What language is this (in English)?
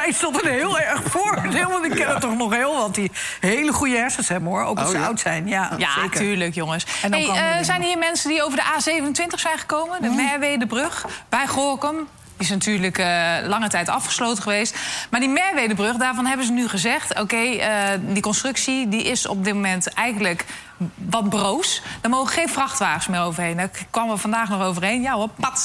Dutch